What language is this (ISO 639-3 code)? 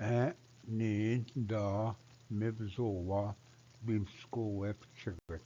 oji